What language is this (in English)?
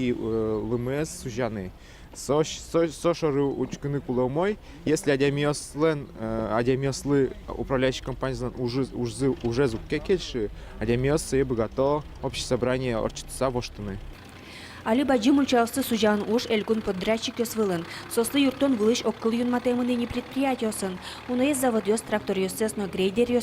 Udmurt